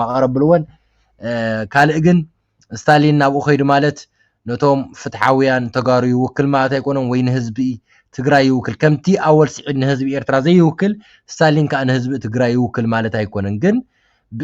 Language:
Tigrinya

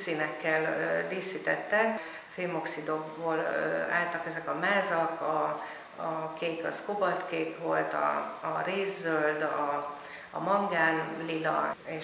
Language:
Hungarian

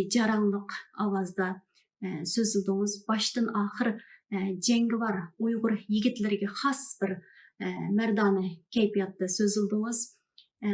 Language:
Uyghur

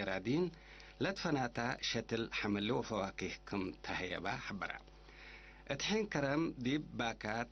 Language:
Tigre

